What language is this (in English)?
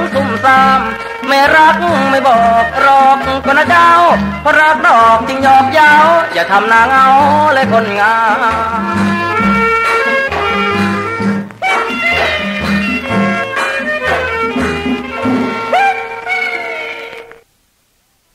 Thai